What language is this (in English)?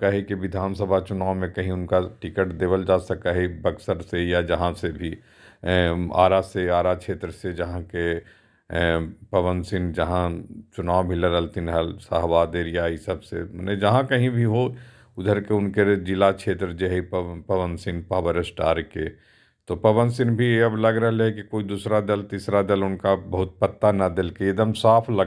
Magahi